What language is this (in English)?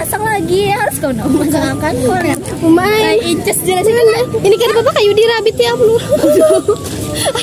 Banjar